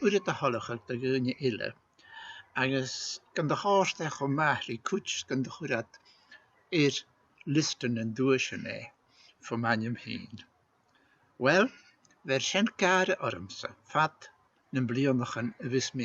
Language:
Scottish Gaelic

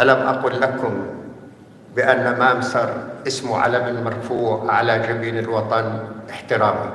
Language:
North Levantine Arabic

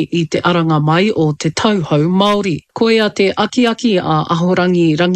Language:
Māori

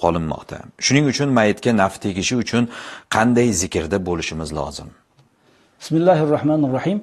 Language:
Uzbek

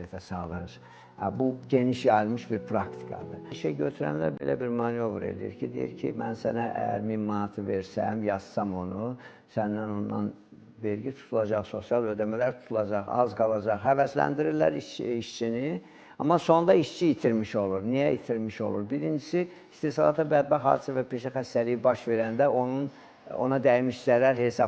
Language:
Azerbaijani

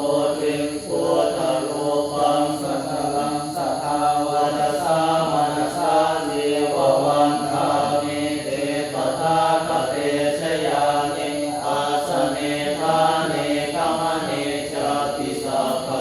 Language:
Pali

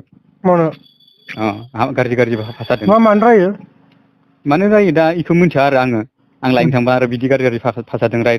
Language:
Bodo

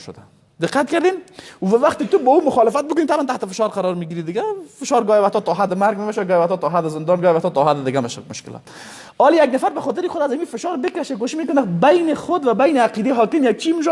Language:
Persian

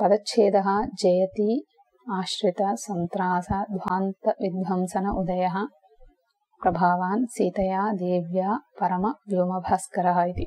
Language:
Sanskrit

